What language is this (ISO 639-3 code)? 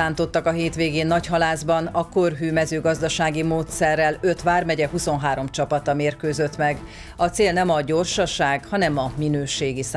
hun